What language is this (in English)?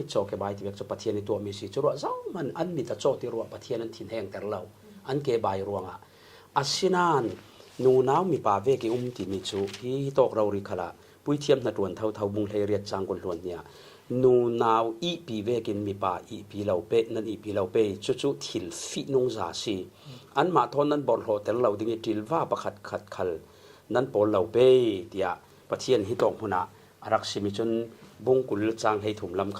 Falam Chin